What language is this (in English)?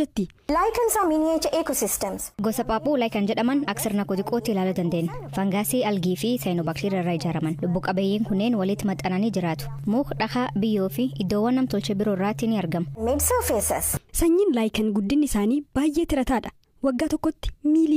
Oromo